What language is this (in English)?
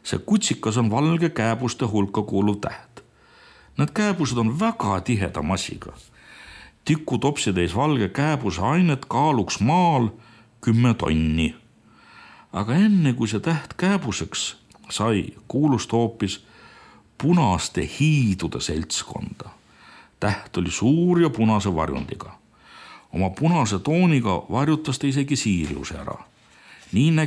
Estonian